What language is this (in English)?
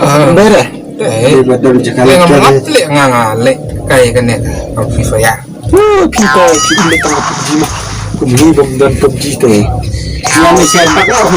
Khasi